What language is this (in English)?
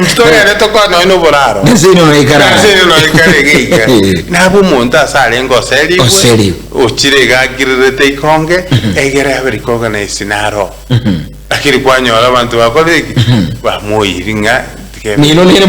Gusii